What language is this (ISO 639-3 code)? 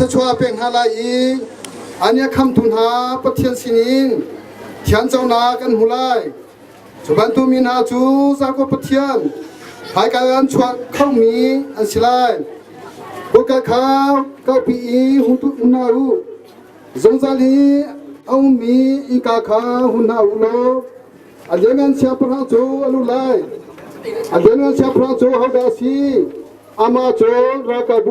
cnh